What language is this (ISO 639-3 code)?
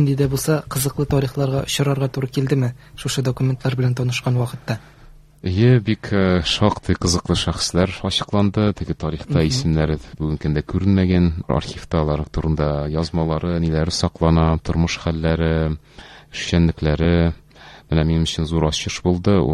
tat